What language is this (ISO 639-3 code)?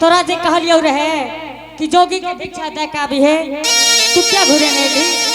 anp